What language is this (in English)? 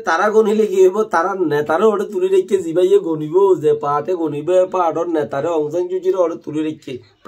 Rohingya